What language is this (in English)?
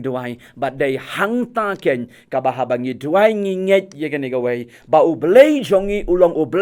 Khasi